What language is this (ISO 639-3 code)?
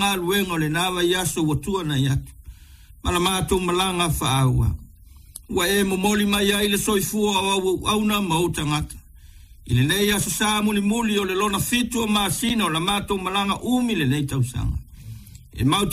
smo